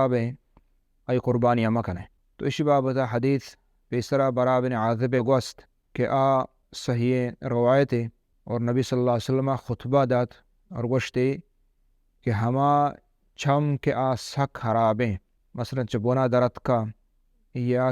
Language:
Baluchi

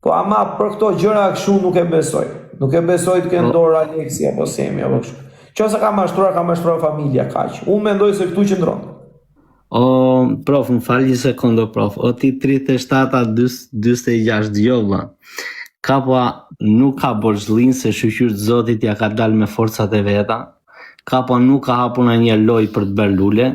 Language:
Albanian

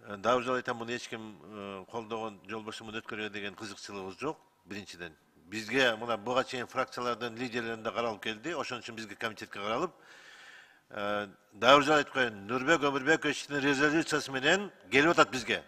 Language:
Kyrgyz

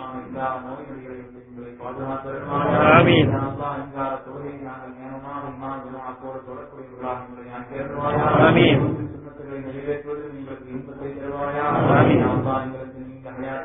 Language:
Tamil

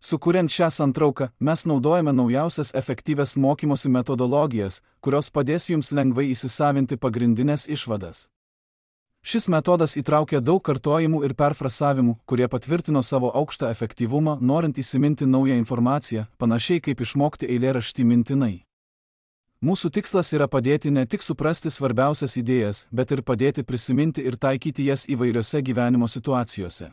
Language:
Lithuanian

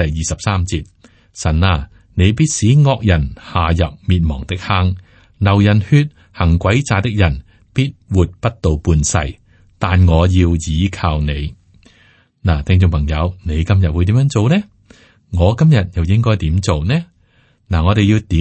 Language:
Cantonese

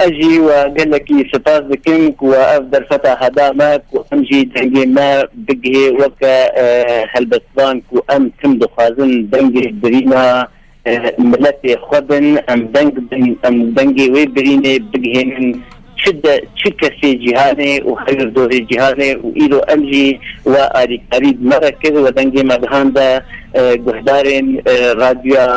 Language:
Kurdish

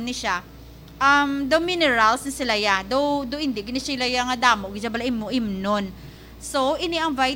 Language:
Hiligaynon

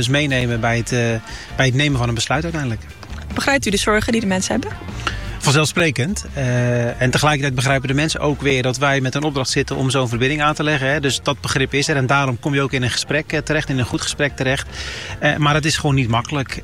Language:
Dutch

